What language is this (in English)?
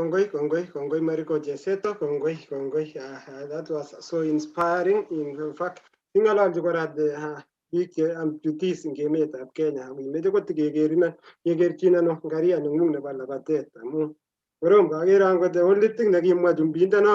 Kalenjin